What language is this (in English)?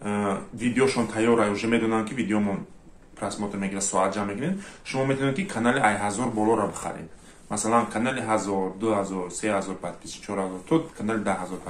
Tajik